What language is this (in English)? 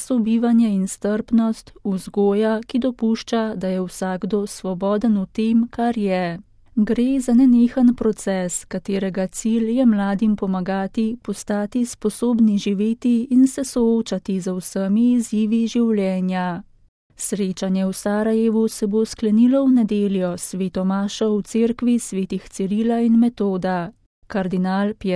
Slovenian